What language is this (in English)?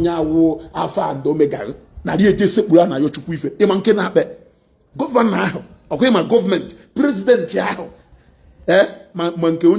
Igbo